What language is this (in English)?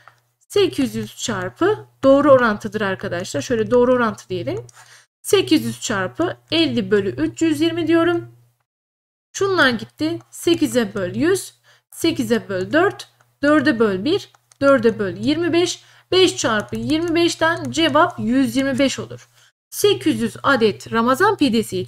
Turkish